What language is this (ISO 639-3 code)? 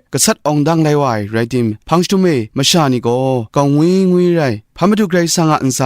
kac